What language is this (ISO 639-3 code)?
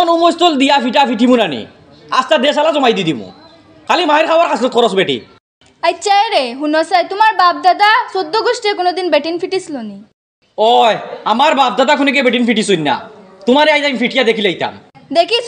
syl